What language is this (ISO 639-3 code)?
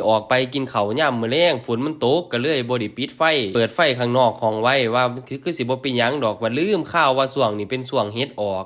tts